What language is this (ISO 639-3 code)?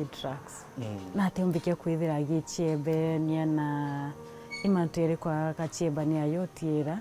mer